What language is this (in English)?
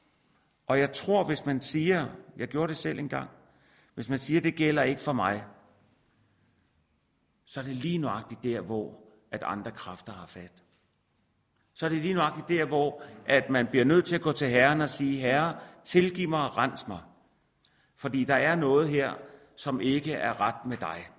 Danish